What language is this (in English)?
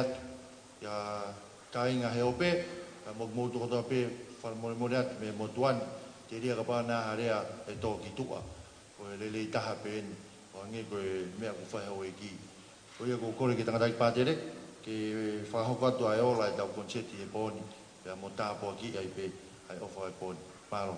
Tongan